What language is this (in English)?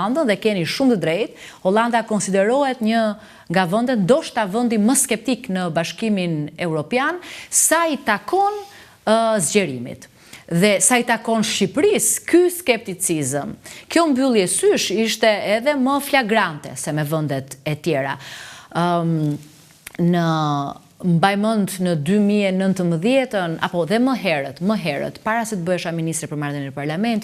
Albanian